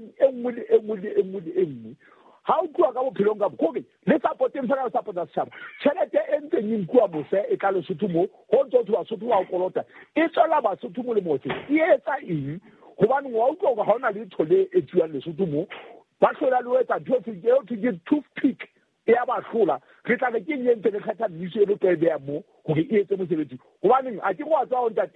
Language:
Southern Sotho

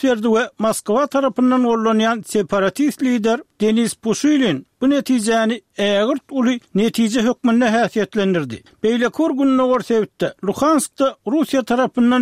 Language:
Turkmen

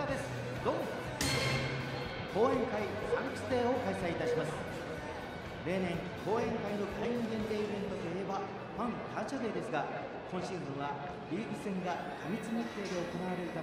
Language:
Japanese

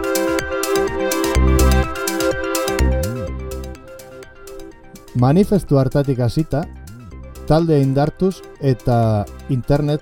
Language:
Basque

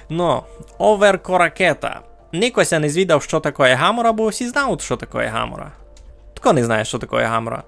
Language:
Rusyn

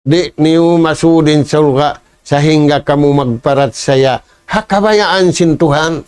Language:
Tausug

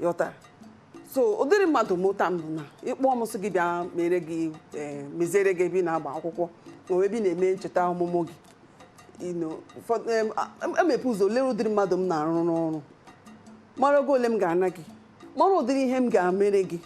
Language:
Igbo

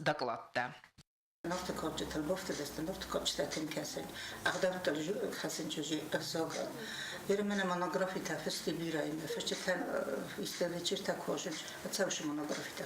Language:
Ossetic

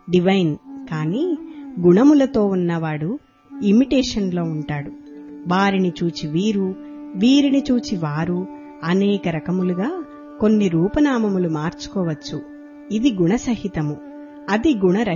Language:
Telugu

